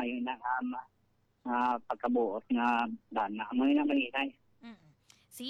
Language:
Hiligaynon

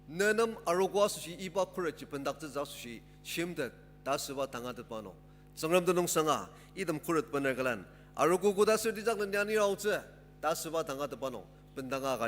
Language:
Ao Naga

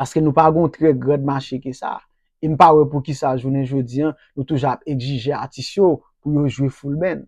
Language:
Haitian Creole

